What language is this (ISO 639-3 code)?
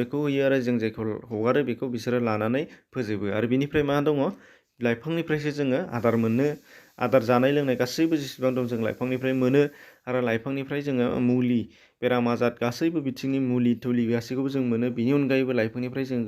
brx